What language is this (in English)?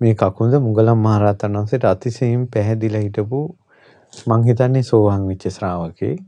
Sinhala